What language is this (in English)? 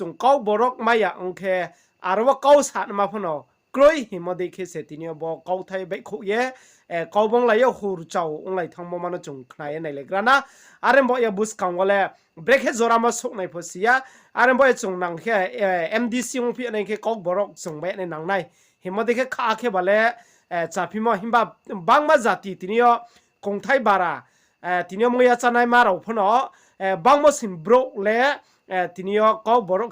Riang (India)